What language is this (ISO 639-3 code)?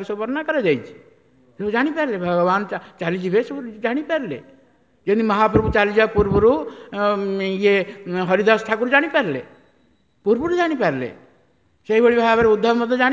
ori